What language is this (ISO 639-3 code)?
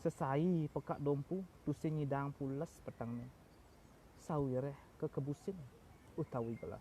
ban